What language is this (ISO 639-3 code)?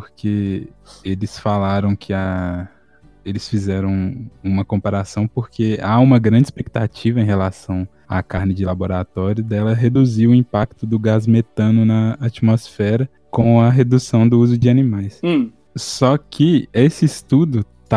por